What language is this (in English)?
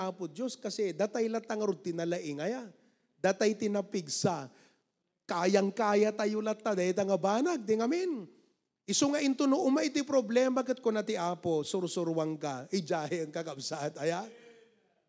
Iloko